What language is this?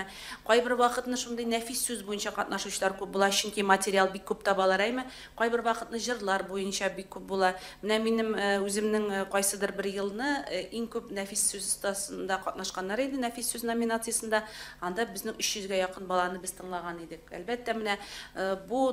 Tatar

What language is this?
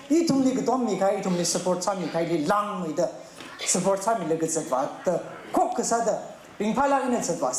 Tangkhul Naga (India)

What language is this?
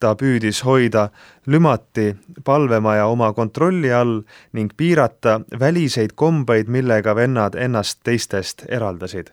Estonian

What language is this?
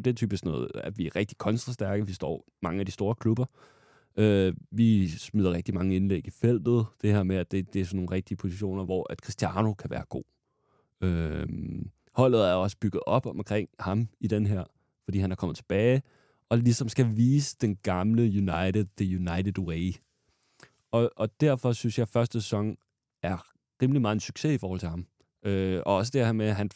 Danish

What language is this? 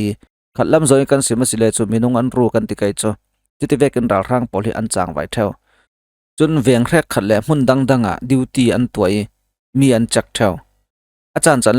Falam Chin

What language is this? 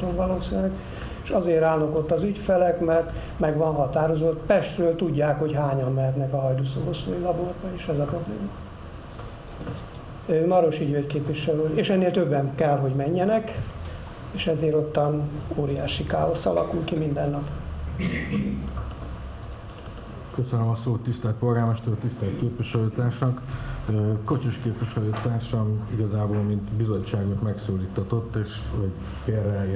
Hungarian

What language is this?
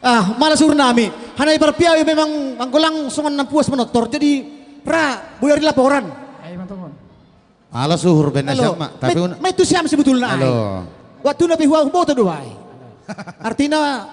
Batak Simalungun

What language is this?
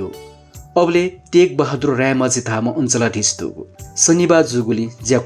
Newari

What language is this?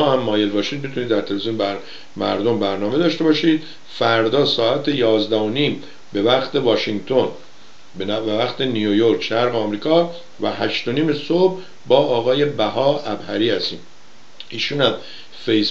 Persian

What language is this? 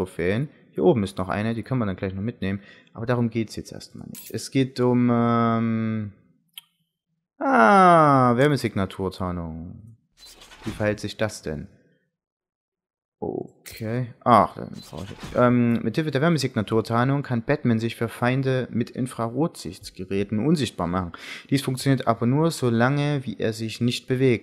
German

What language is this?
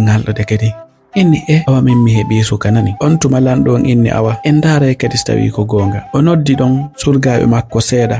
Fula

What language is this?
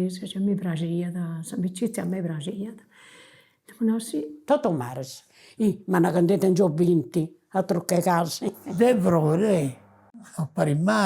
Sardinian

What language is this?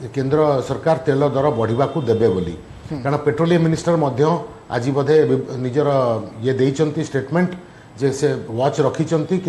Odia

